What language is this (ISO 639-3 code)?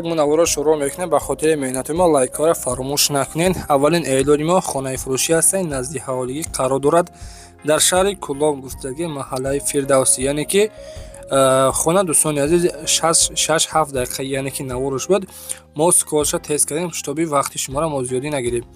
tgk